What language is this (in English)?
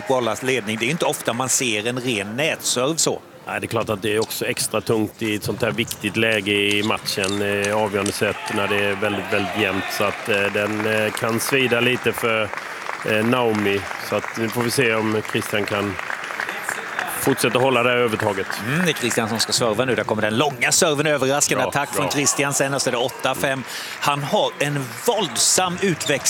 Swedish